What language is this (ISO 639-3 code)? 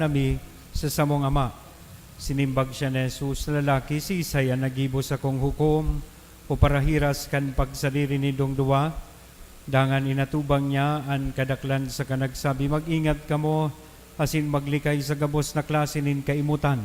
bik